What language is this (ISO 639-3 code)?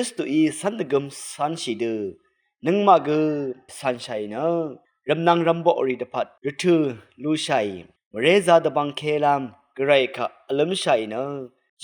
raw